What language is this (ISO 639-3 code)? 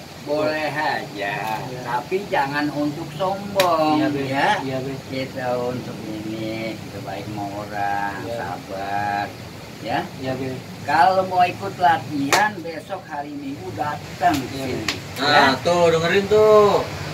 bew